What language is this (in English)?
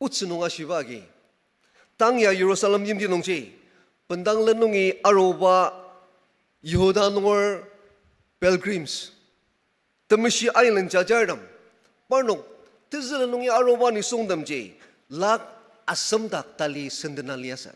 Ao Naga